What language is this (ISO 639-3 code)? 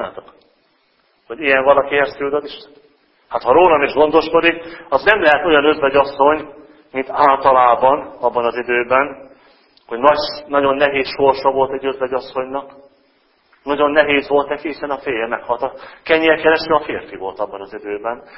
hun